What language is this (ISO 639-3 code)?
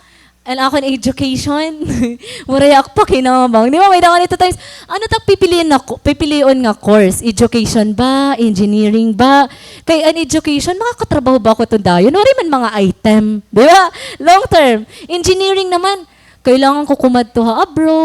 war